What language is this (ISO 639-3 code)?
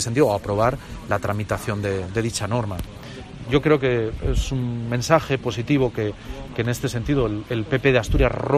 spa